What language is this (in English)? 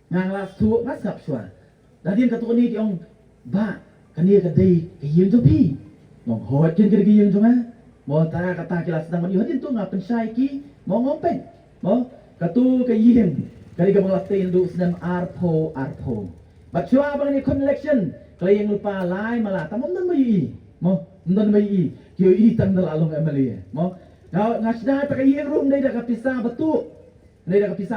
Khasi